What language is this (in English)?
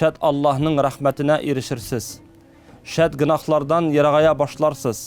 Tatar